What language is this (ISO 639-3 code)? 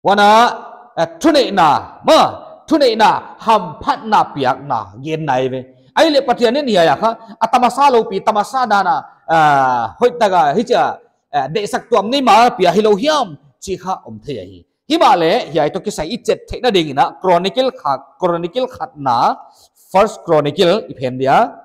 pck